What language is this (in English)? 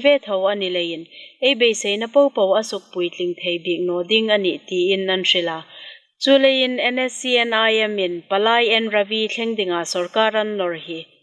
Hmar